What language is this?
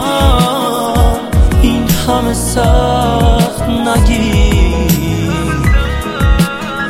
Persian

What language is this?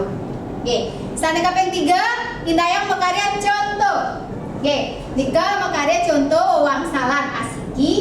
Balinese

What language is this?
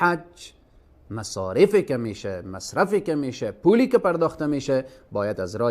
Persian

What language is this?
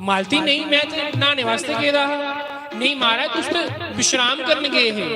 Dogri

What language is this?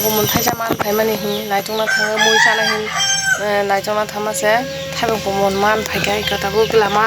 Kok Borok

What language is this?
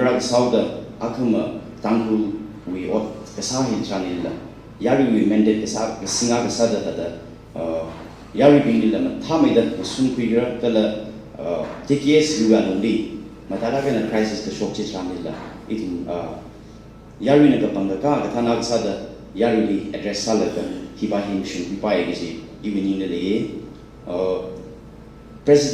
Tangkhul Naga (India)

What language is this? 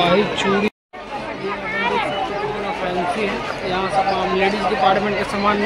Chhattisgarhi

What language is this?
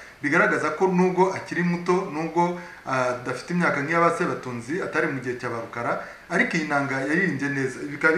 Kinyarwanda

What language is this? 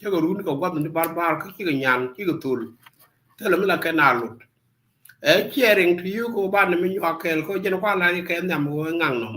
Nuer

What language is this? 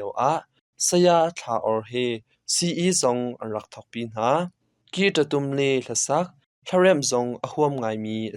Hakha Chin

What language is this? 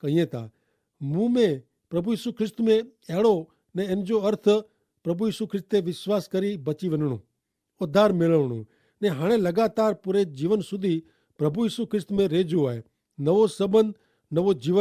Kachhi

